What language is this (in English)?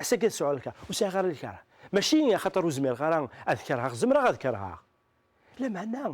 Kabyle